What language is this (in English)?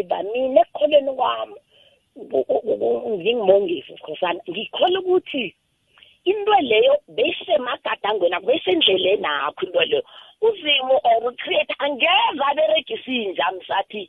South Ndebele